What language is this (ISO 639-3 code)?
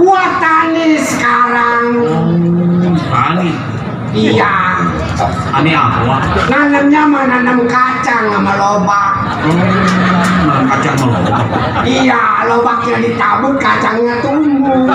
bew